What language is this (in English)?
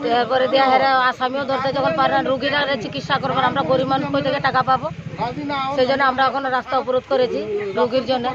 Kok Borok